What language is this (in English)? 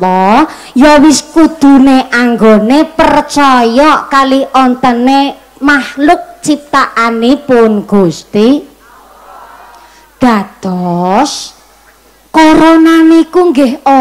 Javanese